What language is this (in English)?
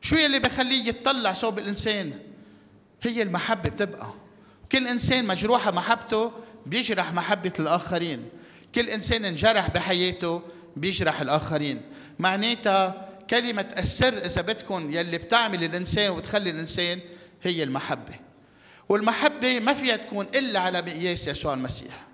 North Levantine Arabic